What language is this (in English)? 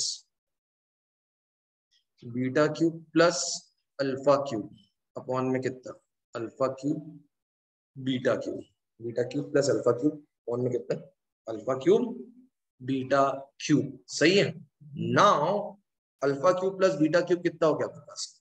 Hindi